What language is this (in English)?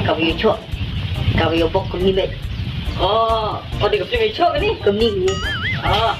Khasi